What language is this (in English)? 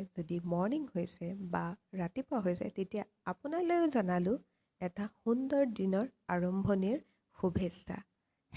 Assamese